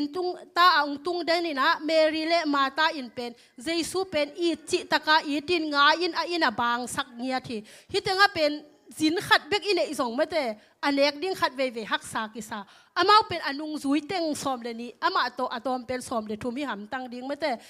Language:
Tedim Chin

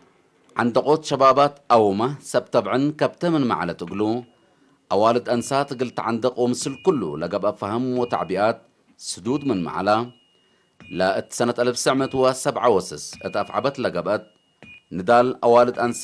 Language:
Tigre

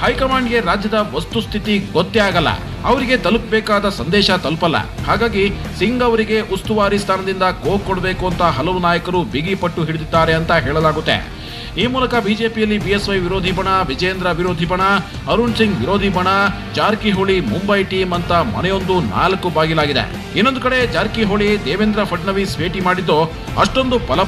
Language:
Kannada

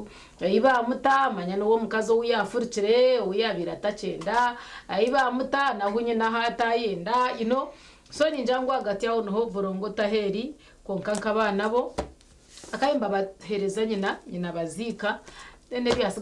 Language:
Nyankole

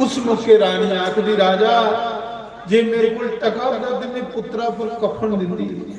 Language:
Dogri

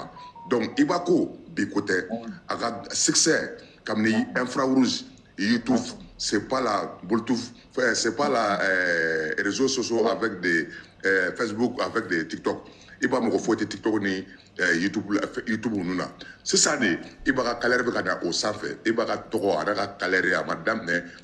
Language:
Bambara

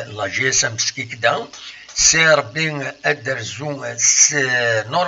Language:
Kabyle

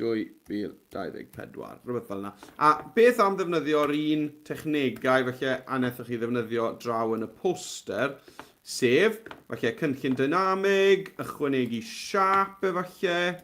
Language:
Welsh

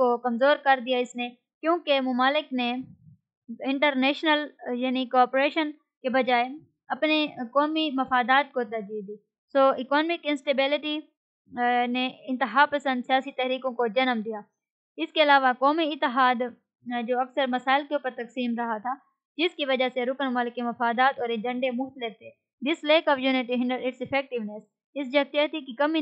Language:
Urdu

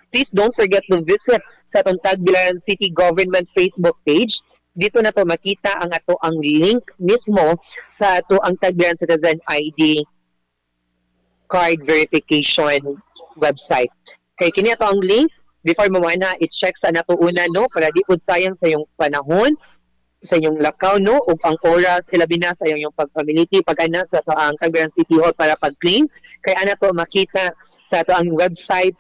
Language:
Cebuano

